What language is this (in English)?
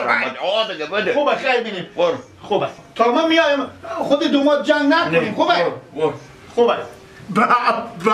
Persian